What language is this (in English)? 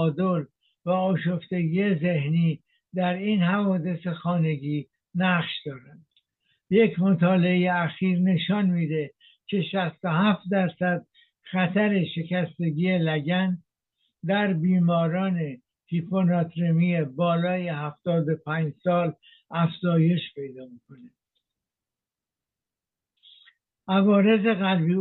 Persian